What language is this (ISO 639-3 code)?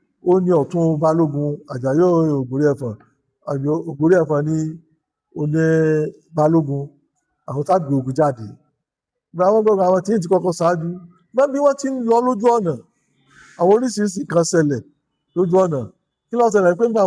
yor